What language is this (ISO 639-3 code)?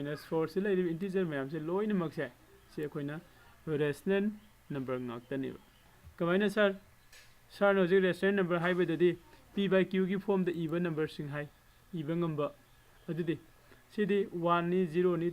mni